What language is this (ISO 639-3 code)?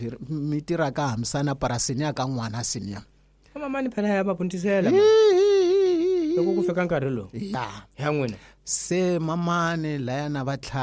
tso